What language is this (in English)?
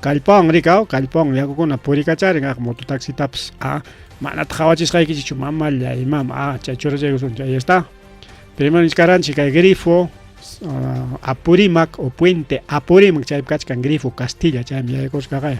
Ayacucho Quechua